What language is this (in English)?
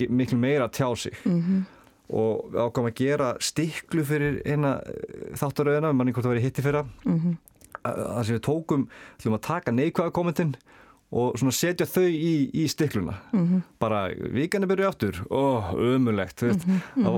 Icelandic